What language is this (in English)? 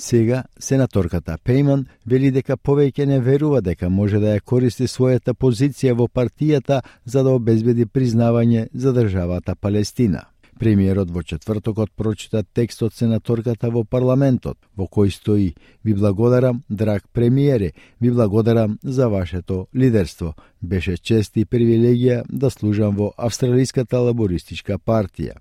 Macedonian